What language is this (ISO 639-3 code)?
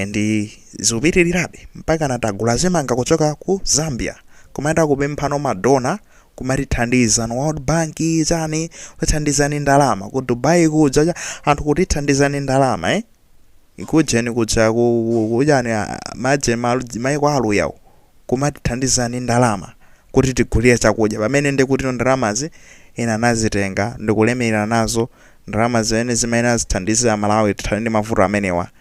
nya